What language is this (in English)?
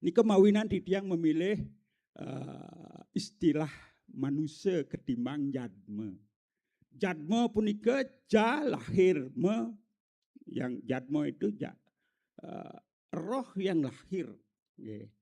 Balinese